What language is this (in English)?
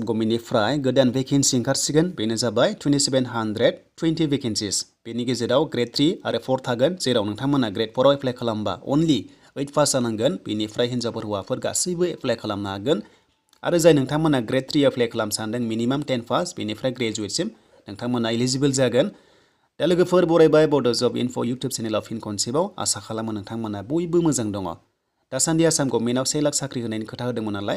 Bodo